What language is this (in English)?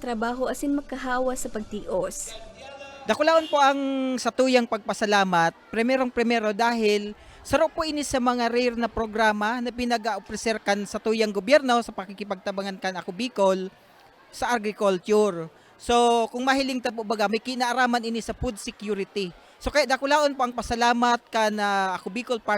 Bikol